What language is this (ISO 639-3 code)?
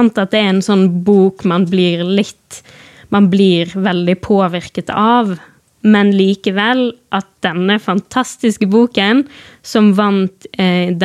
nor